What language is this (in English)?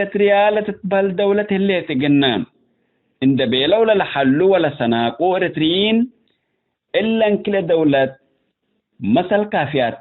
Tigre